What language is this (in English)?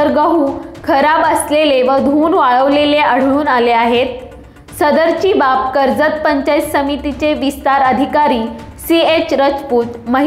Marathi